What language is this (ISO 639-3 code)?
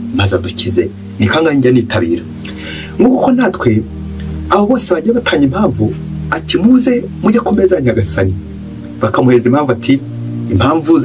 kin